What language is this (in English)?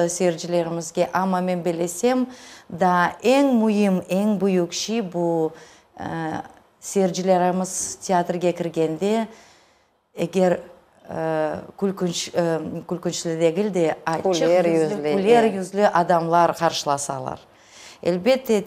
Crimean Tatar